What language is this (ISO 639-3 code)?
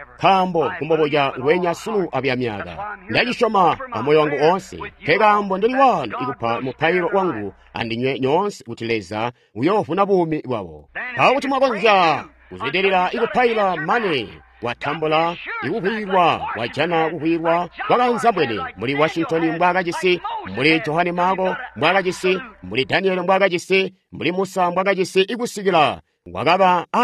toi